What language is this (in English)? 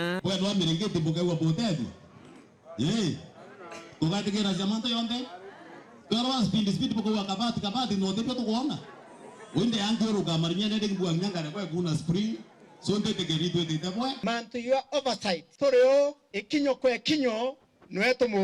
Meru